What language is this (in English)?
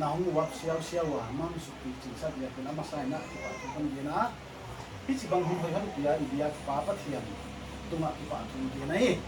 Paite Chin